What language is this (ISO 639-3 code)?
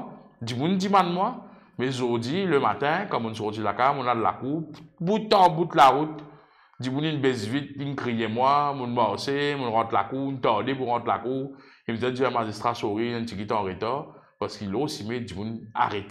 mfe